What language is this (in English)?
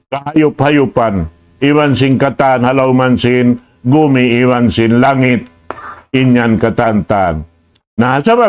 Tausug